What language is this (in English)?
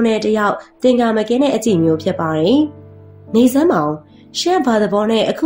Burmese